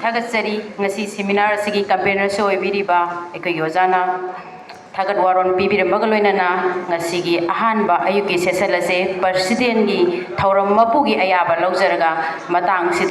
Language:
Manipuri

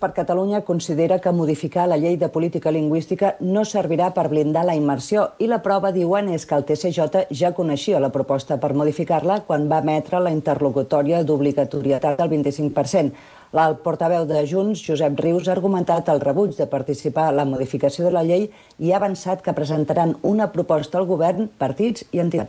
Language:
Catalan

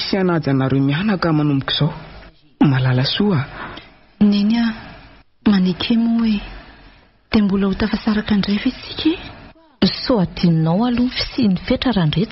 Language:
Malagasy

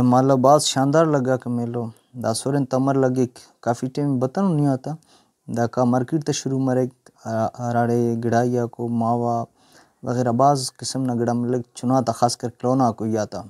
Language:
Brahui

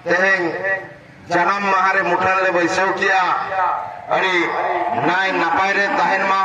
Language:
Santali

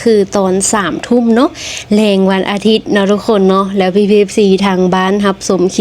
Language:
Lao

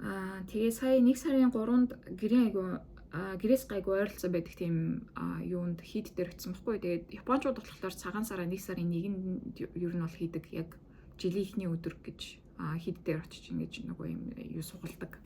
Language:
Mongolian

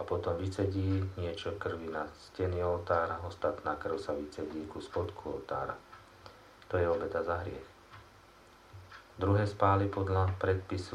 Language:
Slovak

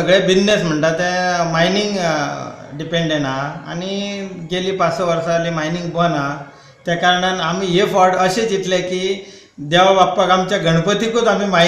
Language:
Konkani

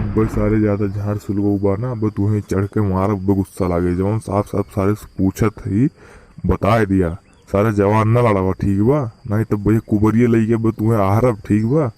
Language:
Awadhi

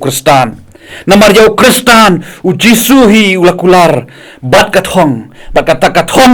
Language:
Khasi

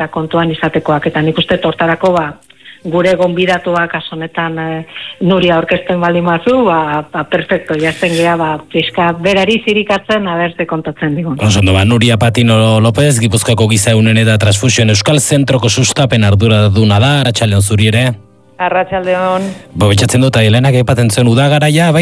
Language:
Basque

